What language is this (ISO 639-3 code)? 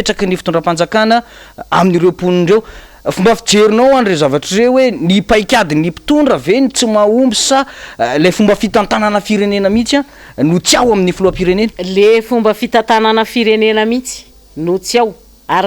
mlg